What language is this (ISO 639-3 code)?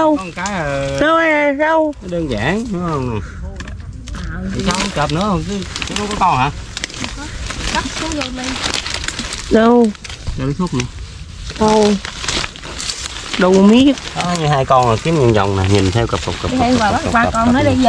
vie